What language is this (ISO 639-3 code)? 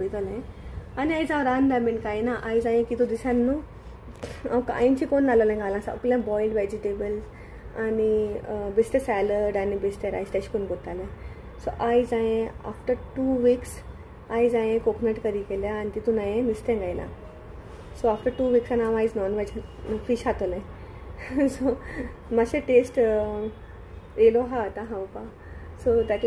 kok